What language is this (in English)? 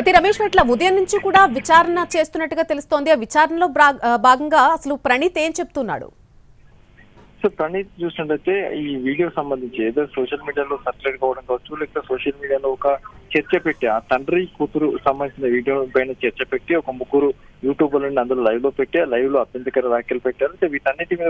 Telugu